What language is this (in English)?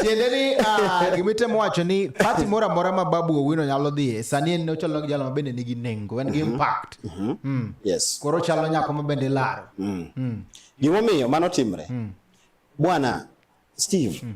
Luo (Kenya and Tanzania)